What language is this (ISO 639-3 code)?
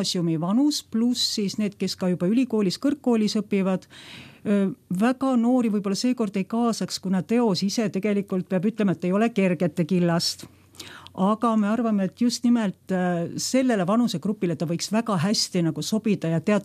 est